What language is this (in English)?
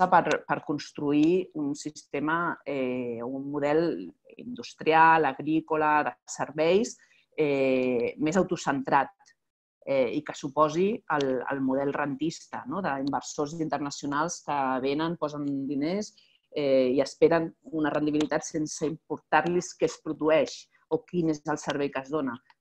Catalan